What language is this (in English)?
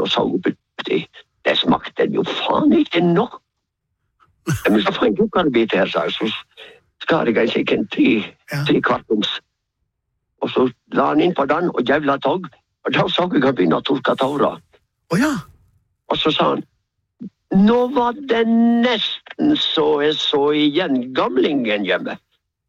Norwegian